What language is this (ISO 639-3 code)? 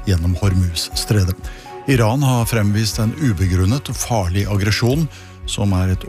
nor